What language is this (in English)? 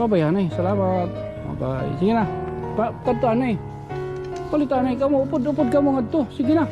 Waray